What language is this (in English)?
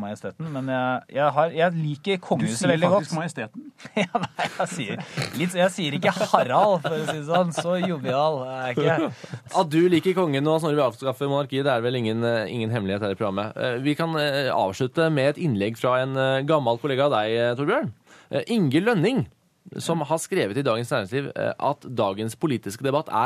Norwegian